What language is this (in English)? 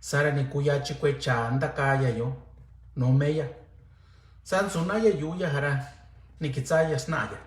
Mixtepec Mixtec